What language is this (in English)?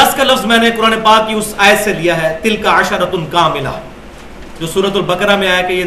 Urdu